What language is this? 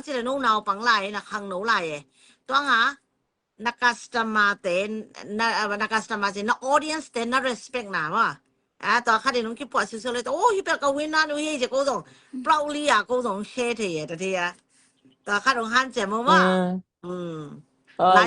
Tedim Chin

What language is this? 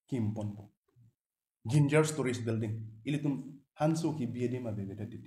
Karbi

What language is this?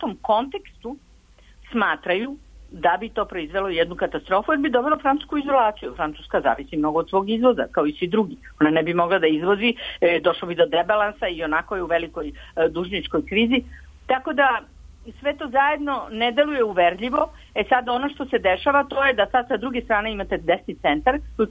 Serbian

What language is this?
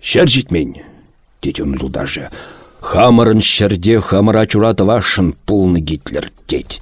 Chuvash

